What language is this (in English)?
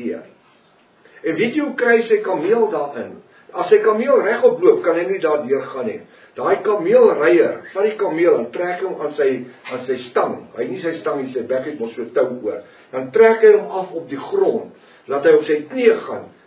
Afrikaans